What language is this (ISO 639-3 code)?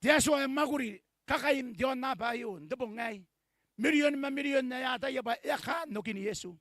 gil